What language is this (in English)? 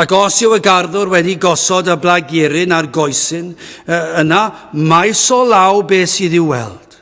Welsh